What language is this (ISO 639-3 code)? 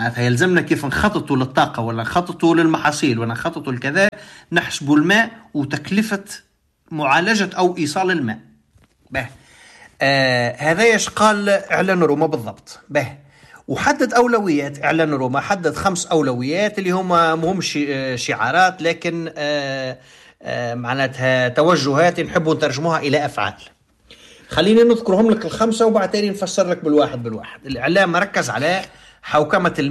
aeb